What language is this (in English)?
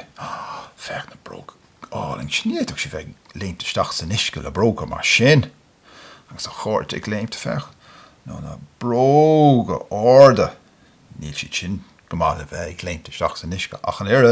Irish